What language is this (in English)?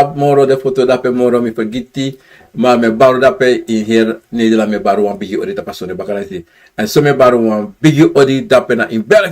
Sranan Tongo